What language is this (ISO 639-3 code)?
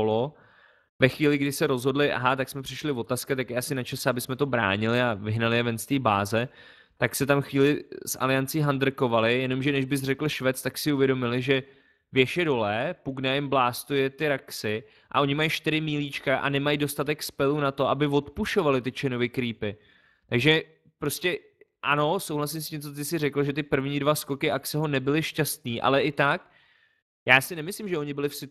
ces